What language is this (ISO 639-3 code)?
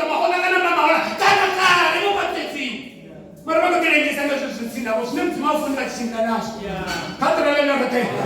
ven